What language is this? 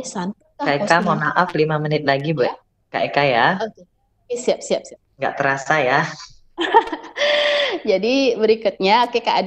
Indonesian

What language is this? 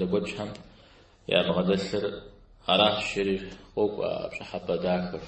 Kabardian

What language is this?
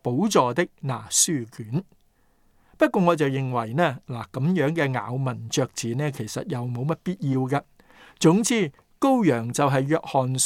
Cantonese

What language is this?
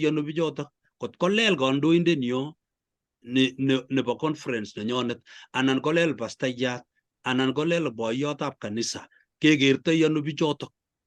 Kalenjin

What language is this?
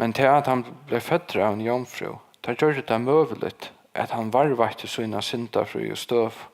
Faroese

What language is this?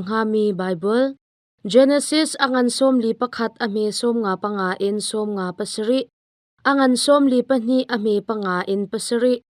Hakha Chin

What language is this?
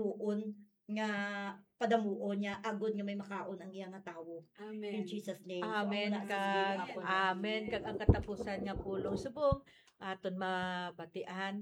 Hiligaynon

